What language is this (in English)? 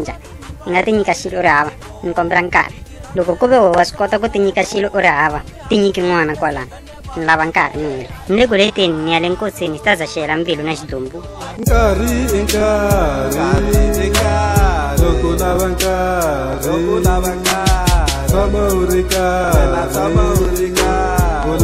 Tsonga